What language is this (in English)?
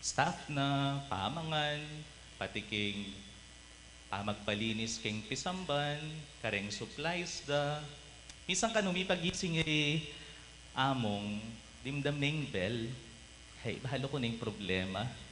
Pampanga